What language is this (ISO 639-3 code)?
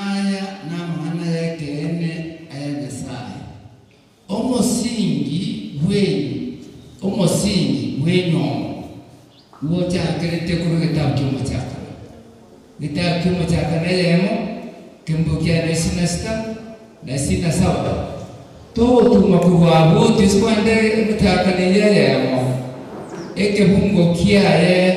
guz